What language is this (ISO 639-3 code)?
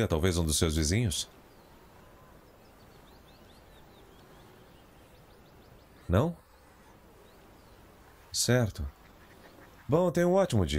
por